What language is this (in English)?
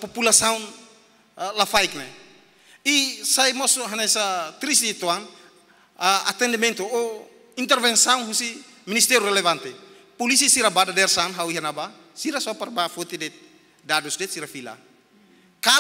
Tetum